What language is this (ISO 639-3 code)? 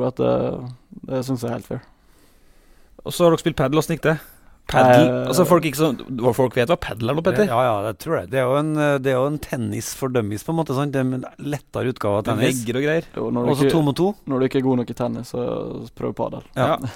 nor